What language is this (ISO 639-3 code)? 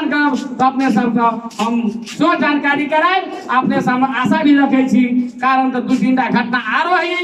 mai